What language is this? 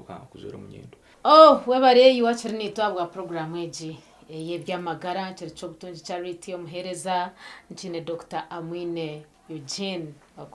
Nyankole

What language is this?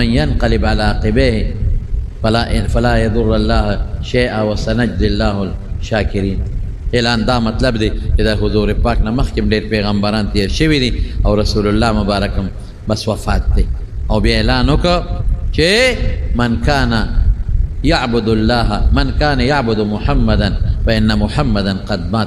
Pashto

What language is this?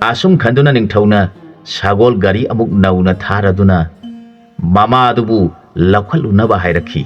Manipuri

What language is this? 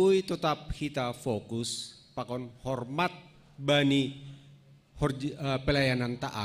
Batak Simalungun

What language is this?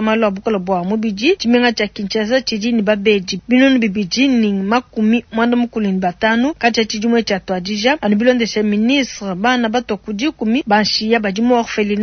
Luba-Lulua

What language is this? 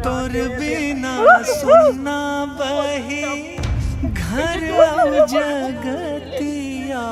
Chhattisgarhi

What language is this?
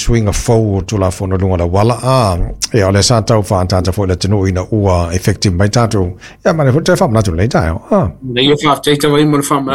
Samoan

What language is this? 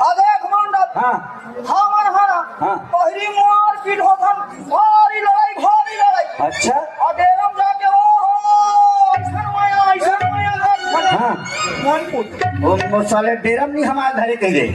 Chhattisgarhi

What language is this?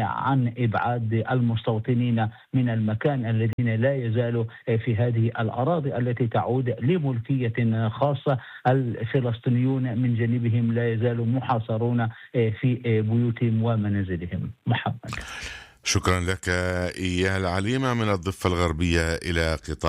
Arabic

